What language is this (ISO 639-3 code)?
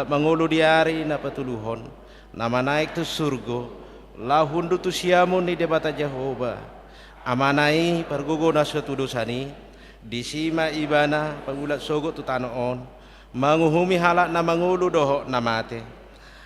bbc